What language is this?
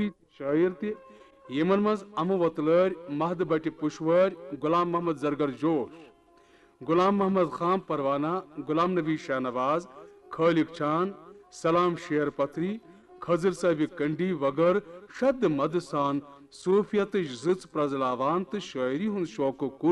Kashmiri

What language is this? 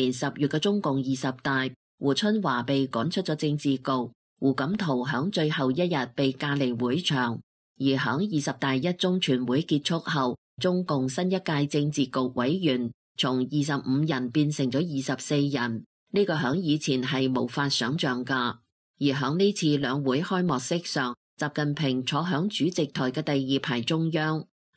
Cantonese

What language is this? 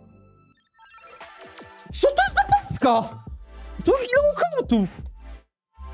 Polish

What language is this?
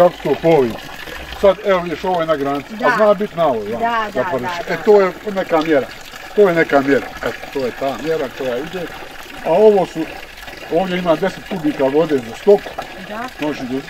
Bosnian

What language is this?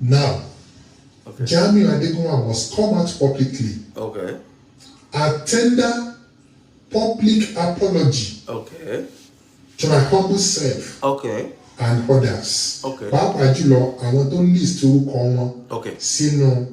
Yoruba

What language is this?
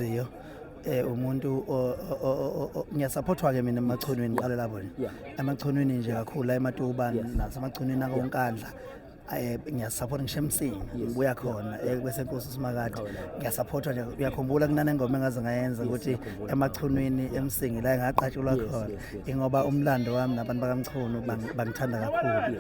Zulu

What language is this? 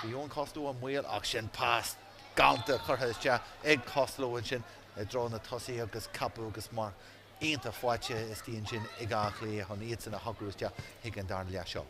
Irish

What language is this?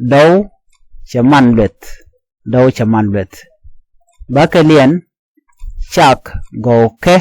Nuer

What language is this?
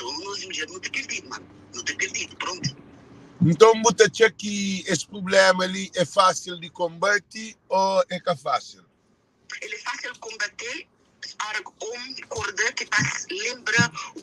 Kabuverdianu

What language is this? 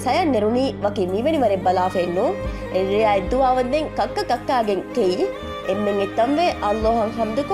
Divehi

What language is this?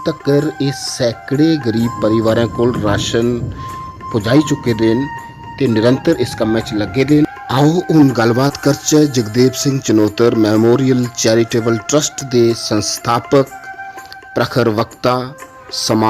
Dogri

